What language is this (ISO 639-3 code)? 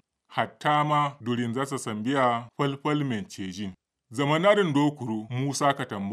kau